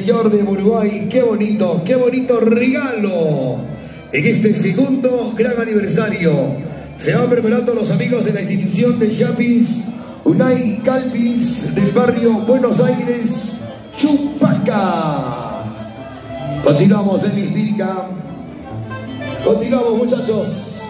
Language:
Spanish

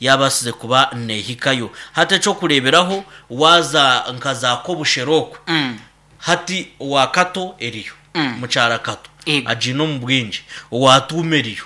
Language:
Nyankole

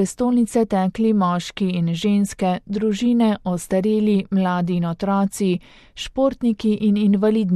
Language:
Slovenian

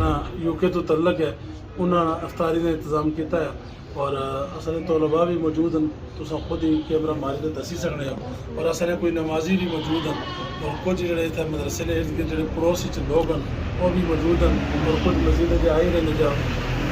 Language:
Pahari-Potwari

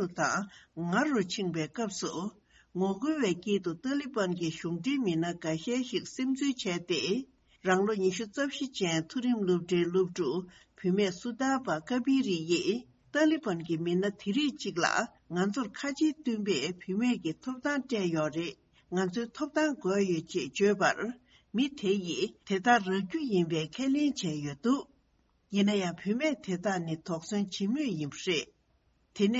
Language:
Tibetan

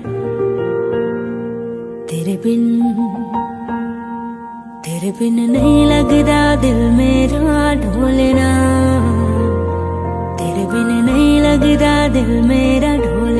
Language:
Hindi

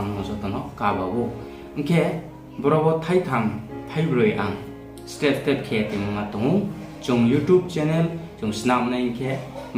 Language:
Riang (India)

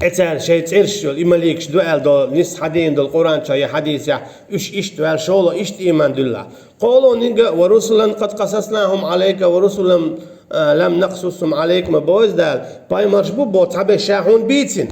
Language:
Chechen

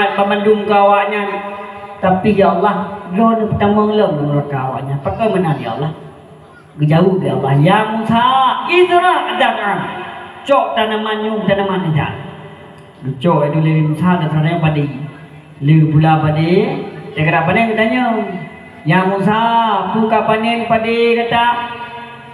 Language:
Achinese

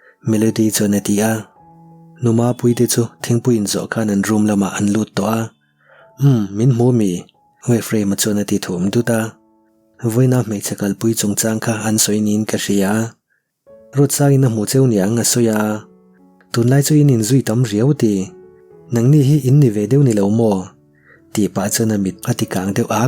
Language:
Mizo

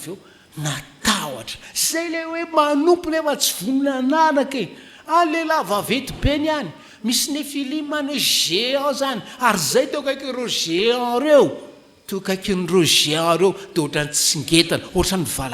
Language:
Malagasy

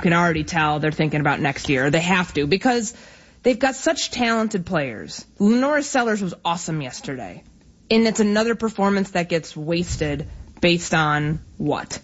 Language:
English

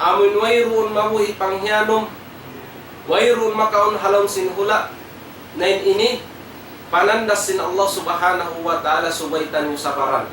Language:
Tausug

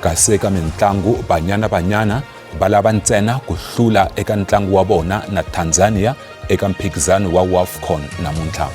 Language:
Tsonga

